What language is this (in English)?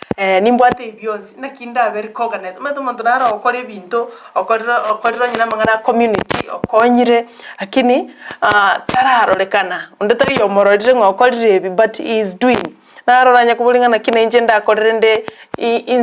Gusii